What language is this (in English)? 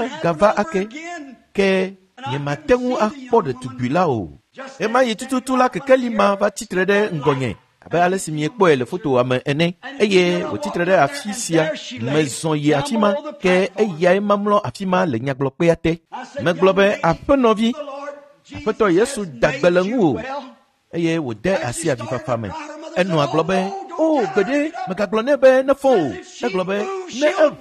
Ewe